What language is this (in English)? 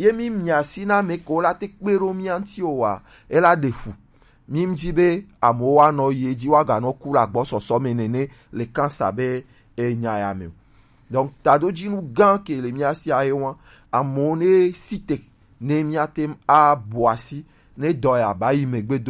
Gen